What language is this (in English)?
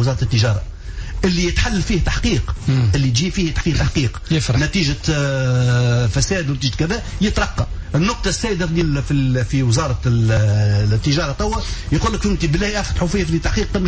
Tunisian Arabic